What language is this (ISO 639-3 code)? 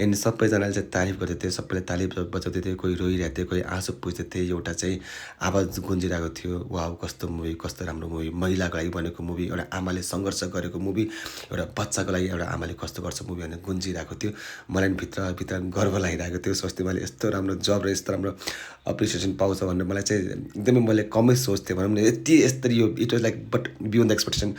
nep